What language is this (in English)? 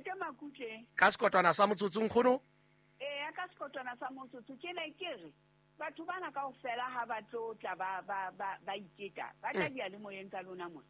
Southern Sotho